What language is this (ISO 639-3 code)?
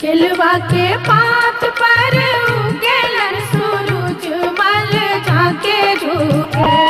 mag